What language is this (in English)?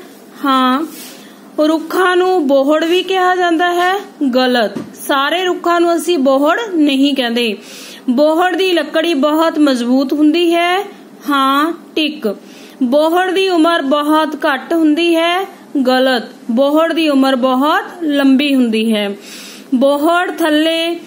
Punjabi